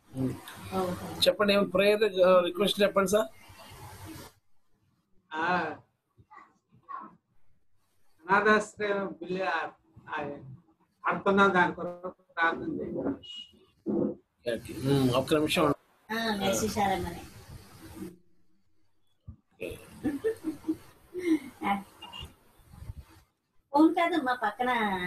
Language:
Telugu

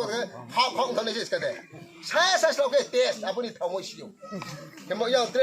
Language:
Riang (India)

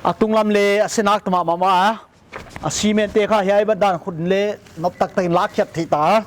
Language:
Paite Chin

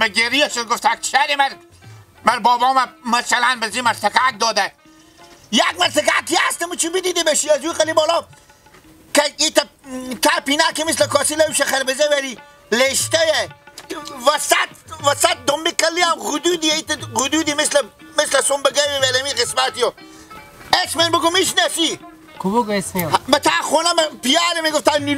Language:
Hazaragi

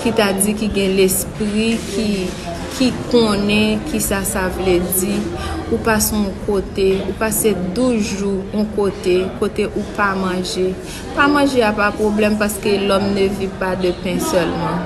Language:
Haitian Creole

